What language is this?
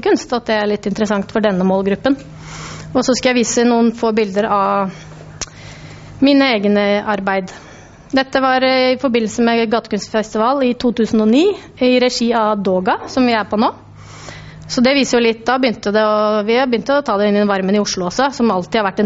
Norwegian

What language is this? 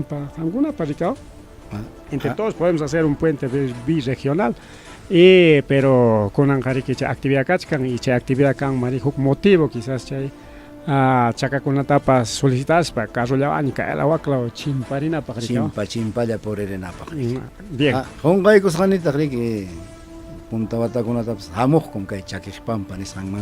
Ayacucho Quechua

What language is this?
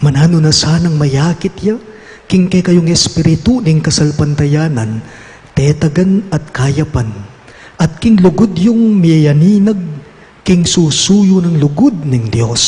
Pampanga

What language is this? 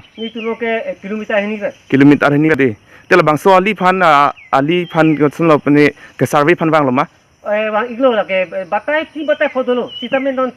Karbi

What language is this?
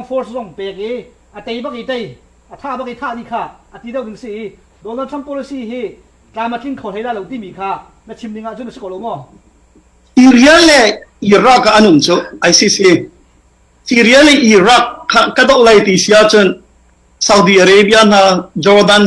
Hakha Chin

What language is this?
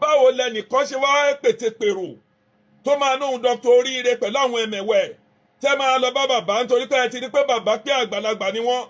Yoruba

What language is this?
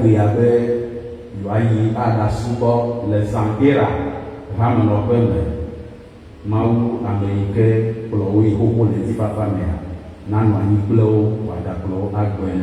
Ewe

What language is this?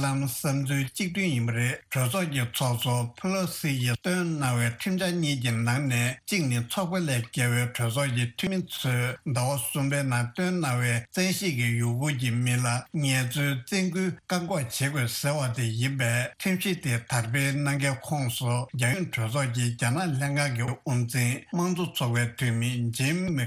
Tibetan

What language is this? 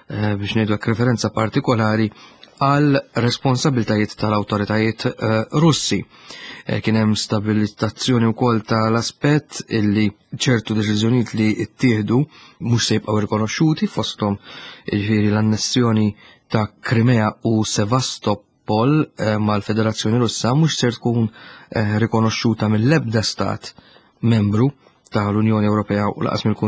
Maltese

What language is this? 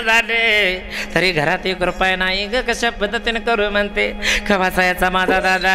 Marathi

